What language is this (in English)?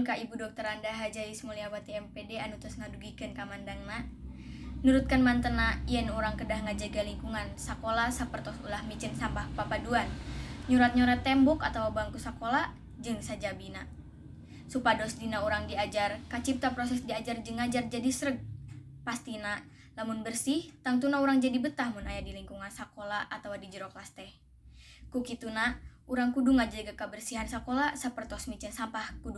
Sundanese